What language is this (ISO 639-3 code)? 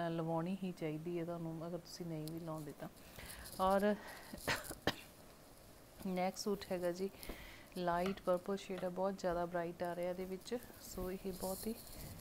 pan